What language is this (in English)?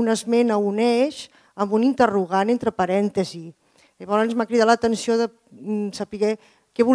Catalan